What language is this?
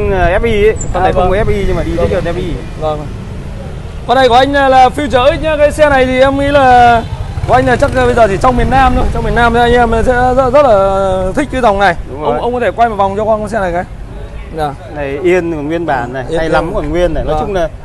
Vietnamese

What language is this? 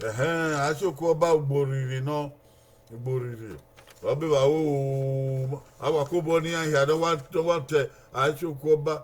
Bini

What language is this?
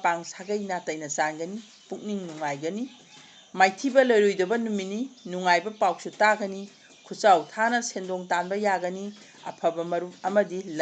Manipuri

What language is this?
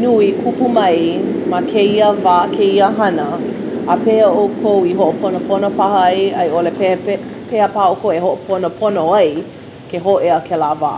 Hawaiian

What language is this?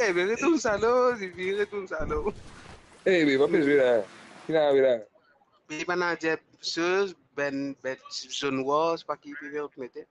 Morisyen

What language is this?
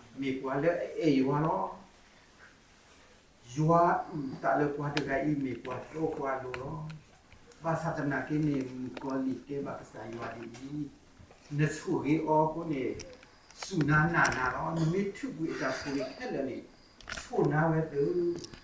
S'gaw Karen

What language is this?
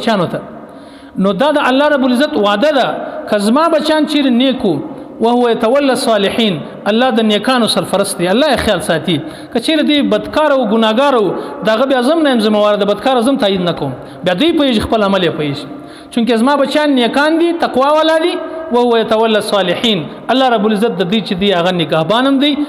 Pashto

